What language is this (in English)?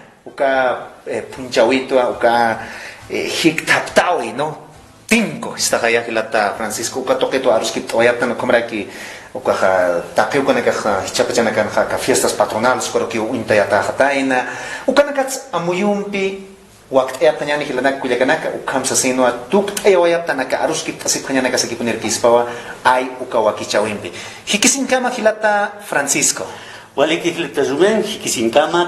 Aymara